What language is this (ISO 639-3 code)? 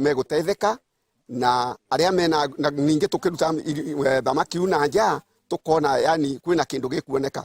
mer